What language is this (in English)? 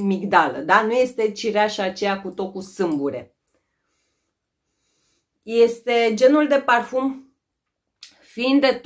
Romanian